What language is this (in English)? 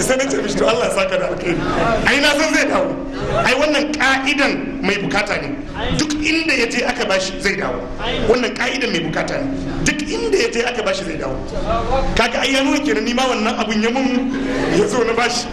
Hausa